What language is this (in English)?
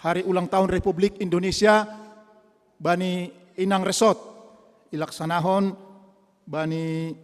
Batak Simalungun